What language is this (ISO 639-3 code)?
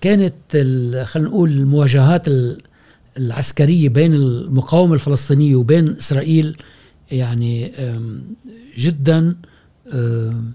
afb